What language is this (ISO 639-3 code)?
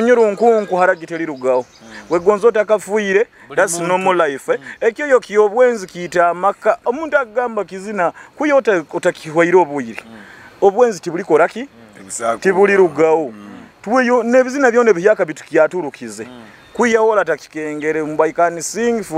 nyo